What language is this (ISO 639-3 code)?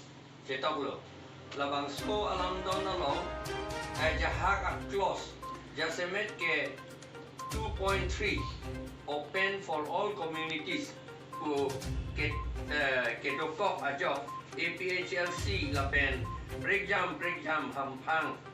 mjw